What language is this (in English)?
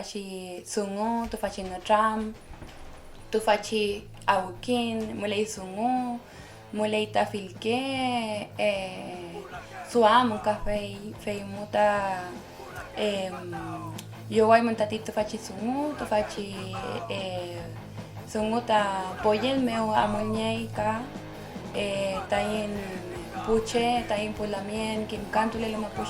Mapuche